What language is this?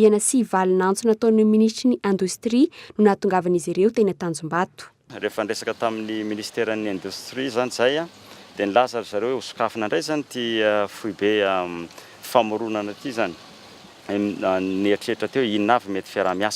Malagasy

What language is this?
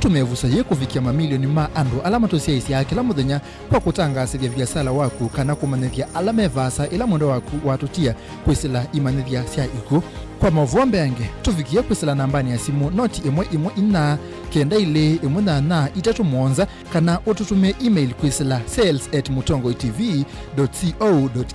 Kamba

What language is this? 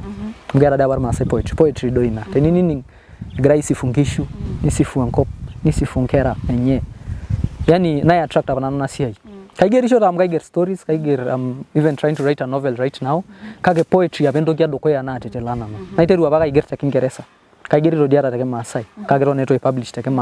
Masai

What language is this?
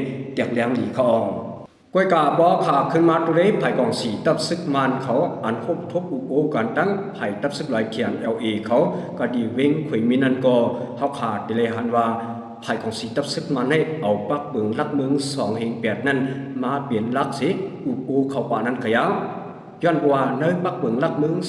Shan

